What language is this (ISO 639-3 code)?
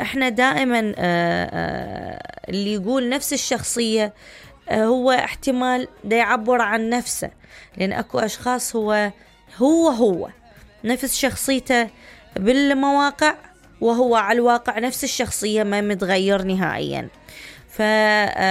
acm